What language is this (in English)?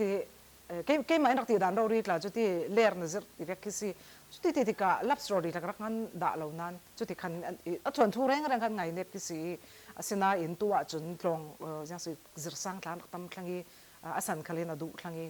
Falam Chin